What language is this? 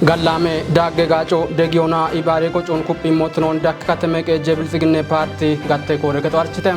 Kafa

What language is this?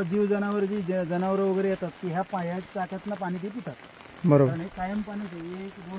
Marathi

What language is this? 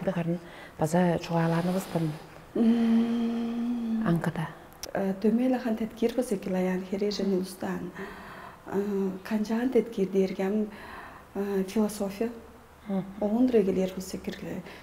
Tuvinian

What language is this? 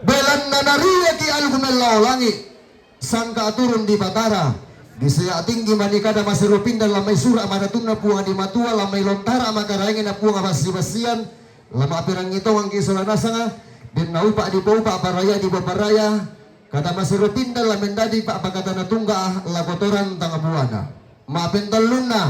Toraja-Sa'dan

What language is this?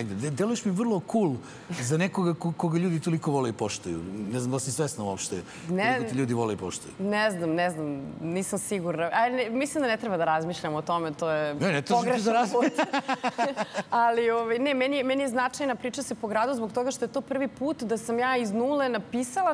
Serbian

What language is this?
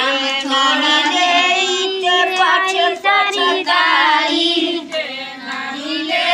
Bhojpuri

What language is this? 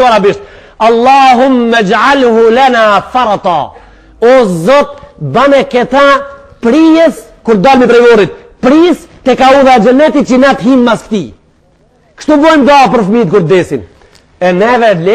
Albanian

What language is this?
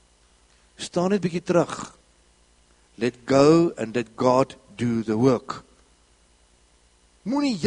Afrikaans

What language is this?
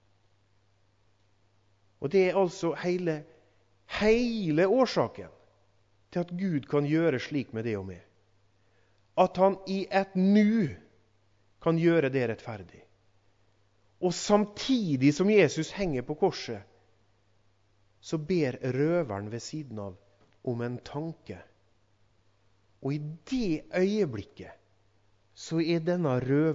Norwegian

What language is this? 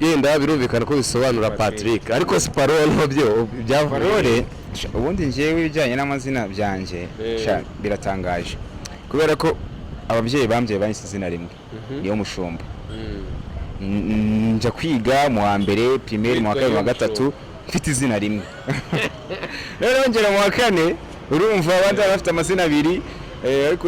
Kinyarwanda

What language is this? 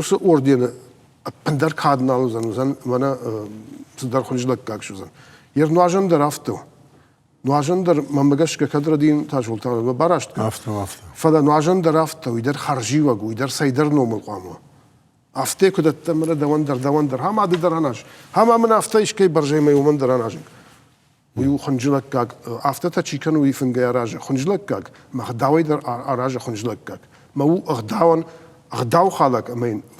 Ossetic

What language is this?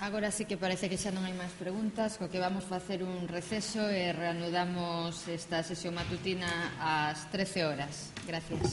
Galician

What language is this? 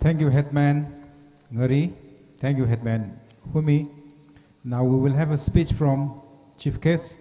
Tangkhul Naga (India)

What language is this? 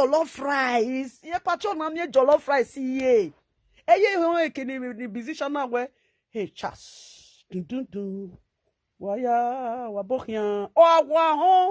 Nigerian Pidgin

